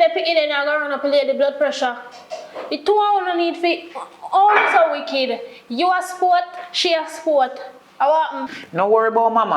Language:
Jamaican Creole English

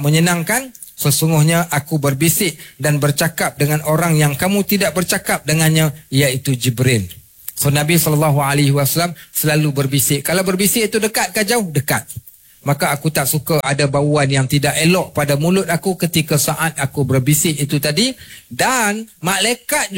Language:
Malay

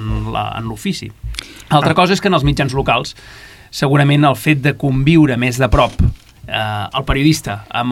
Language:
Catalan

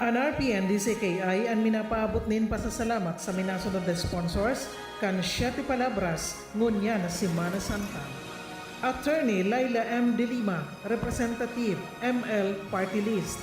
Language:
Bikol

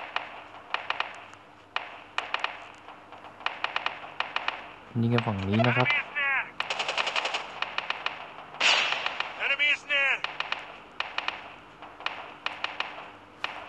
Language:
Thai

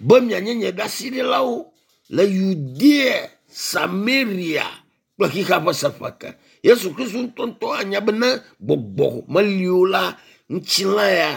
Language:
Ewe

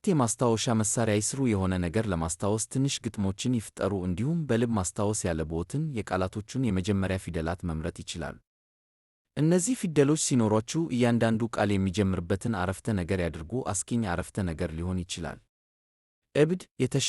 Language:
Amharic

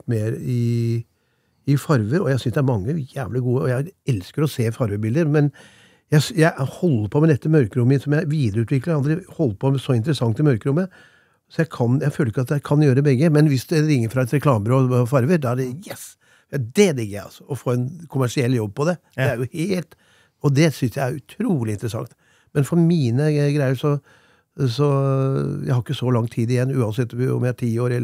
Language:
Norwegian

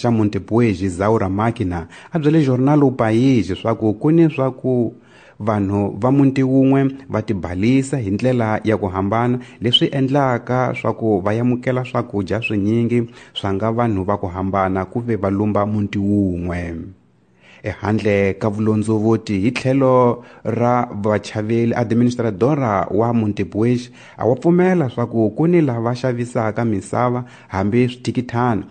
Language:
Tsonga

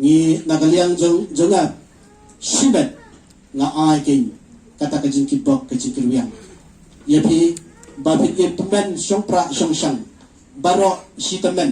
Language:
Khasi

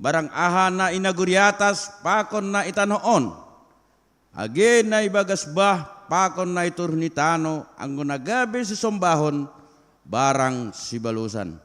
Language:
Batak Simalungun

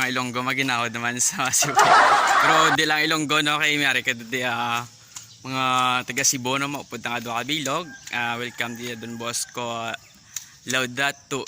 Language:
Hiligaynon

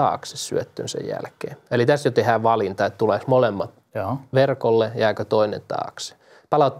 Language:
Finnish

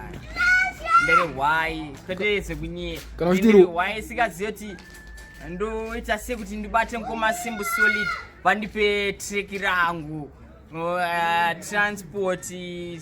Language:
Shona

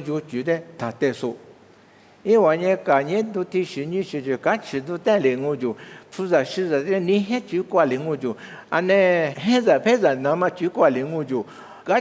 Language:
Lisu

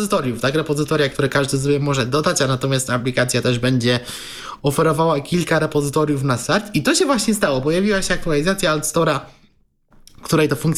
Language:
Polish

